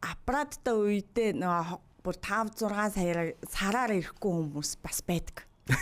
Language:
Mongolian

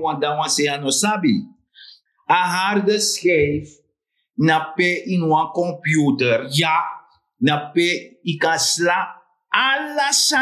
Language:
Sranan Tongo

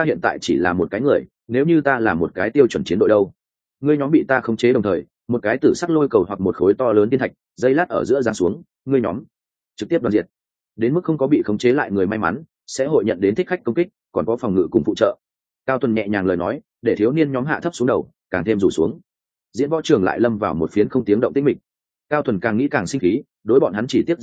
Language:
Vietnamese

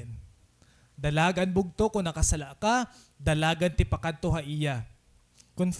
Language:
Waray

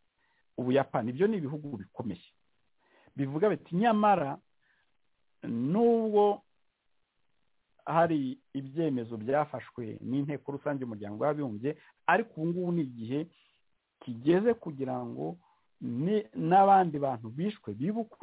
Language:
Kinyarwanda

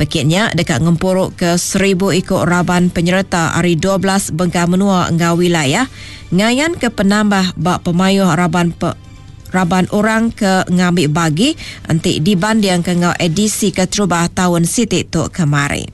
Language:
Iban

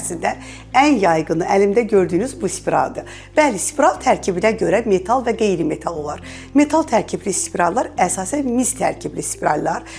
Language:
Azerbaijani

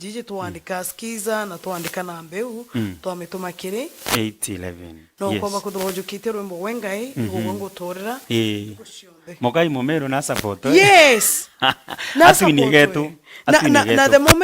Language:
Meru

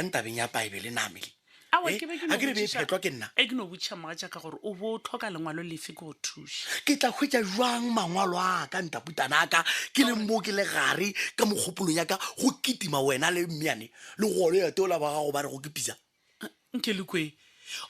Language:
Northern Sotho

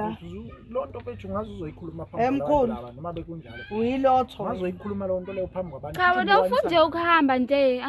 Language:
Zulu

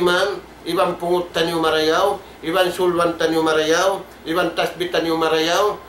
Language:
Tausug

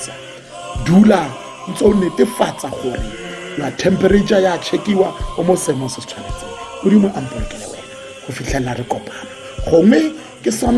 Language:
Tswana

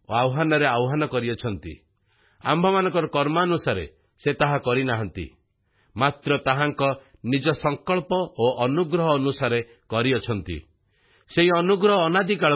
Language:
Odia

